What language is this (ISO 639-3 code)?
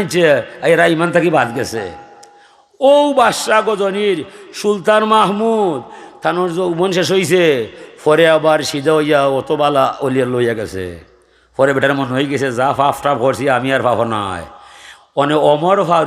syl